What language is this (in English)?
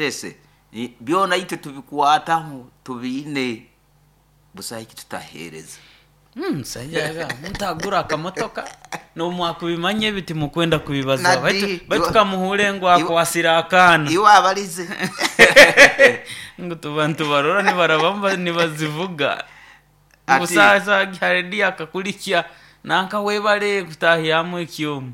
Nyoro